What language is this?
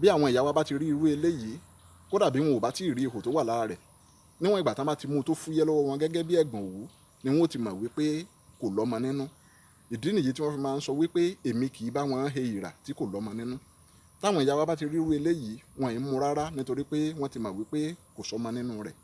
Yoruba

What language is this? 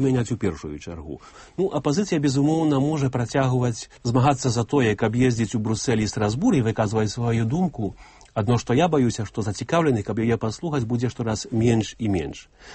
Belarusian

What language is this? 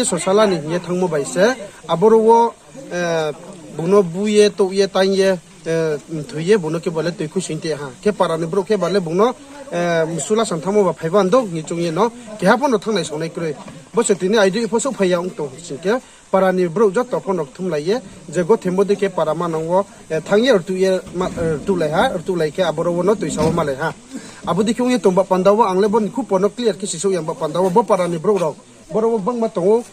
Riang (India)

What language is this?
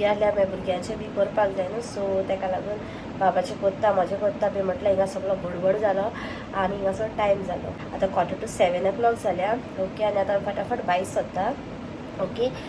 Konkani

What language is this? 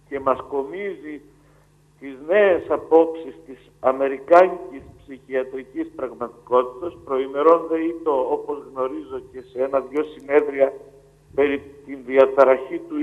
Greek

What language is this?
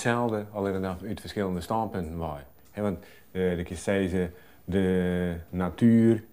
Western Frisian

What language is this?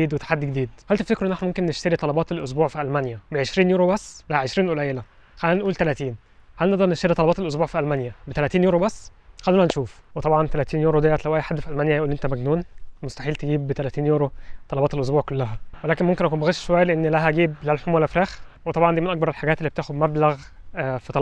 Egyptian Arabic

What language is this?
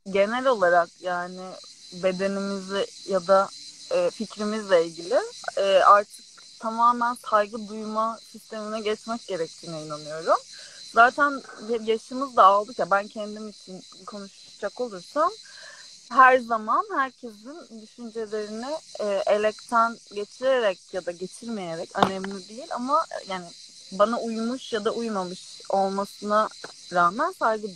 Turkish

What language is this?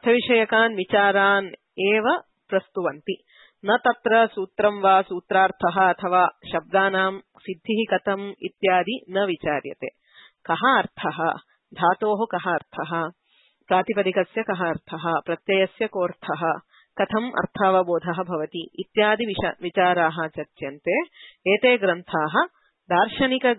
Sanskrit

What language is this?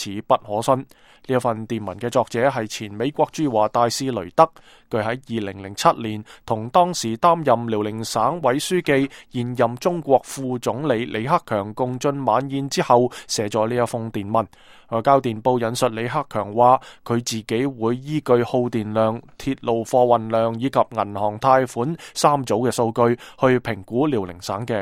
Cantonese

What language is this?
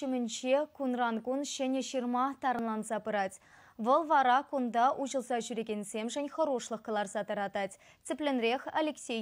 Chuvash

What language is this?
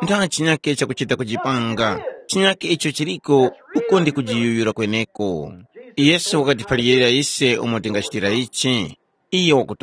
Tumbuka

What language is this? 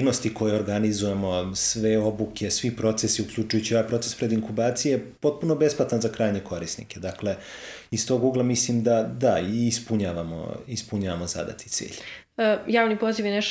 Croatian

